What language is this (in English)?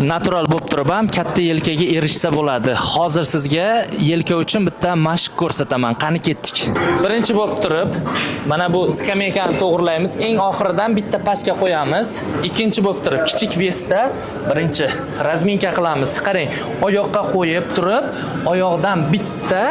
Uzbek